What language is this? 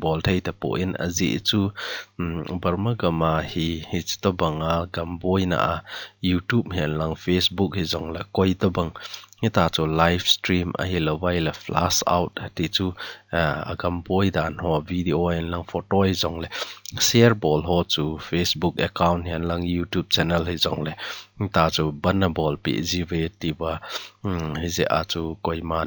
Thado Chin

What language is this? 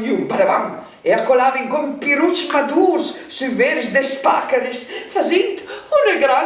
Friulian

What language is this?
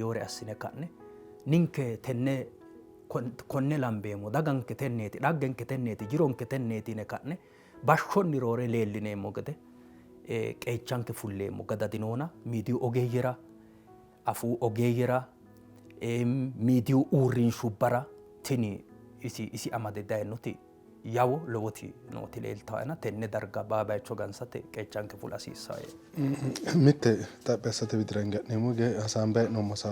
Sidamo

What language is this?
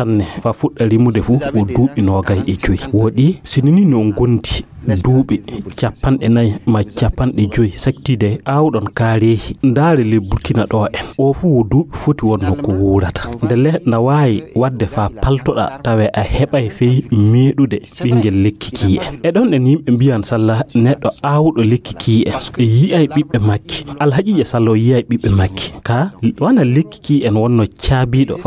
Fula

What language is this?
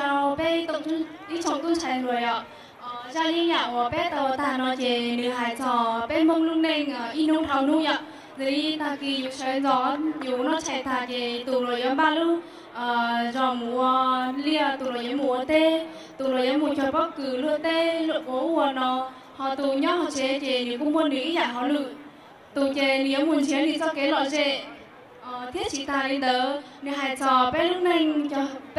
Hmong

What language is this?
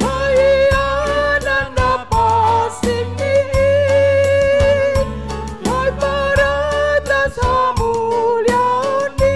Batak Simalungun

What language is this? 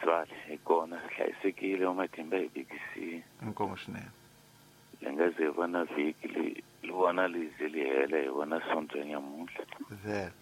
Tsonga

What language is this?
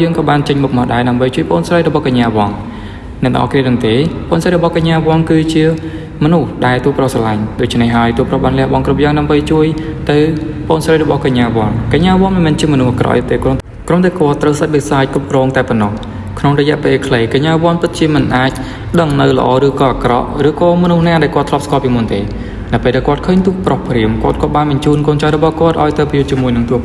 Khmer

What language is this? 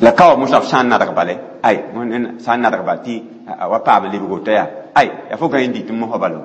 Mossi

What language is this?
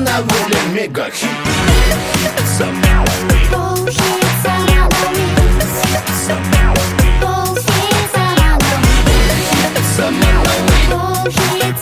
Kazakh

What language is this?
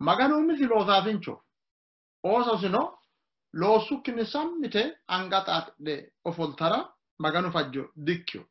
Sidamo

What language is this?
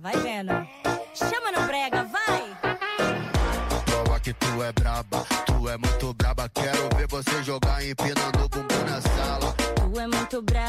Portuguese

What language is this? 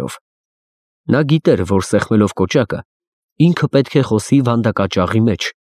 Armenian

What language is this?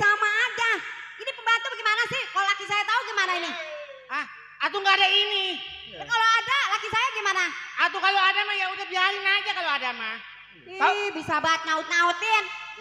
Betawi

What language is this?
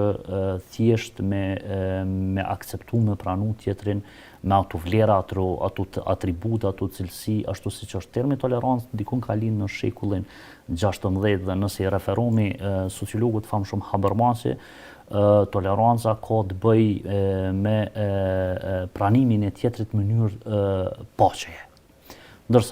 Albanian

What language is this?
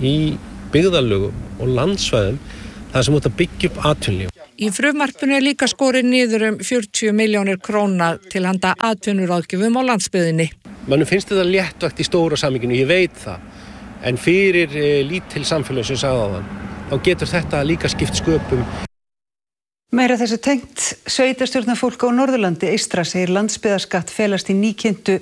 Icelandic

